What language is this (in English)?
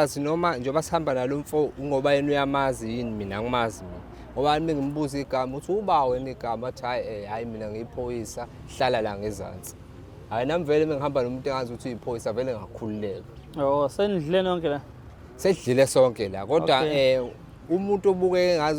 Zulu